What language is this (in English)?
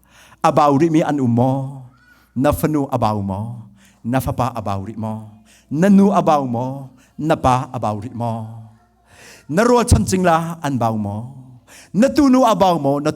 Hakha Chin